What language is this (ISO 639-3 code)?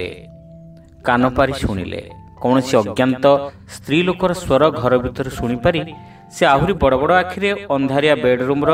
ori